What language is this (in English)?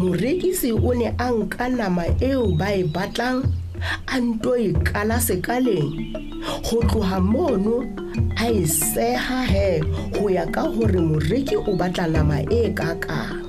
Southern Sotho